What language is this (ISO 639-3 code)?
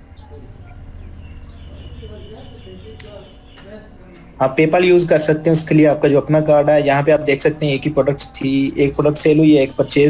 hin